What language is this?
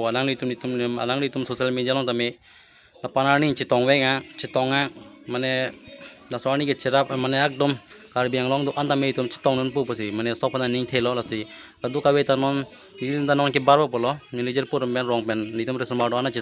Karbi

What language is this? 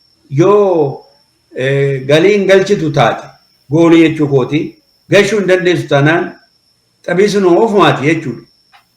Oromo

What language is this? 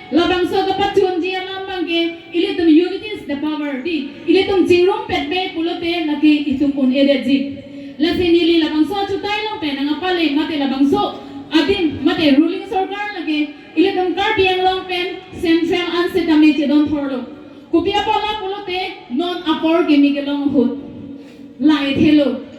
Karbi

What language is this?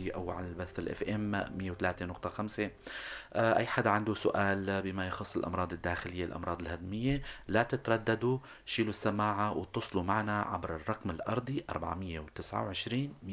North Levantine Arabic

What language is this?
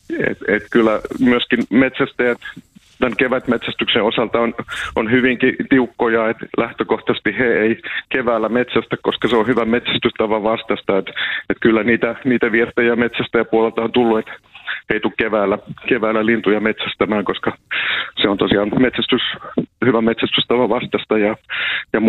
Finnish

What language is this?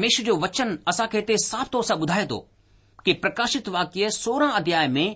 Sindhi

